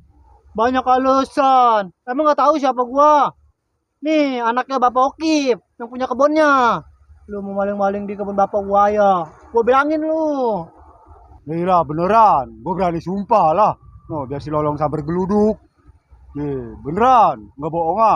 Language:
Betawi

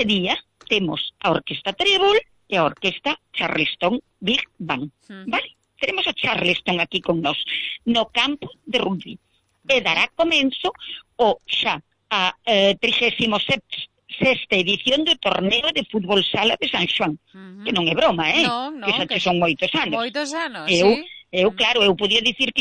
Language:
Galician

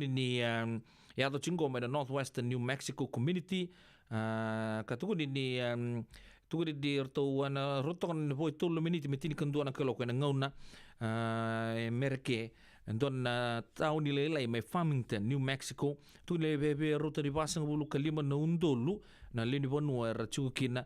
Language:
Fijian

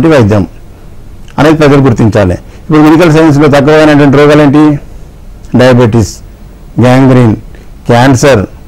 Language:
Telugu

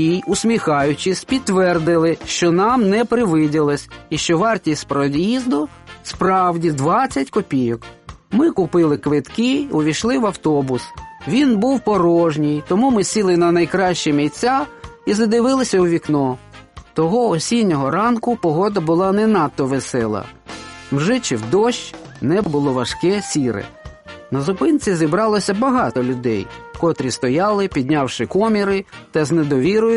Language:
Ukrainian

